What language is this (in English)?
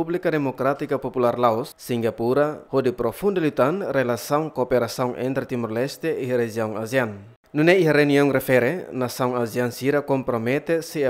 Tetum